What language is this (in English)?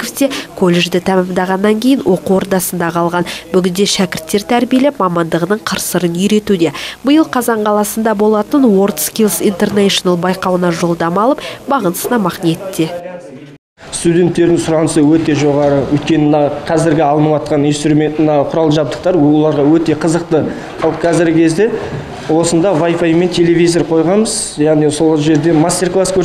Kazakh